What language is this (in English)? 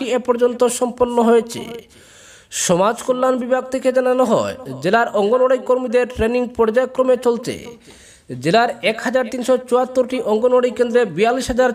Bangla